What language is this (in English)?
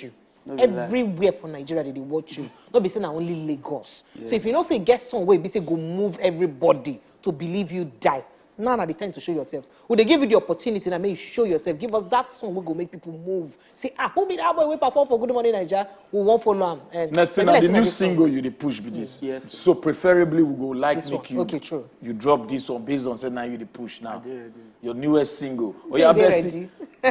Nigerian Pidgin